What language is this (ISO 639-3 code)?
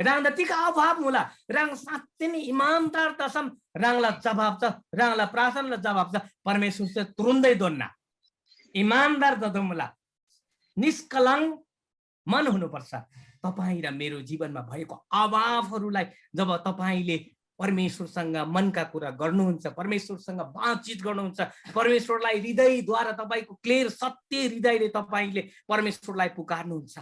taj